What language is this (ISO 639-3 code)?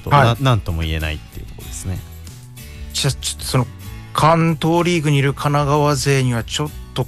jpn